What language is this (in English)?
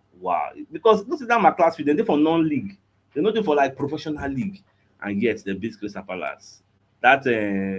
Nigerian Pidgin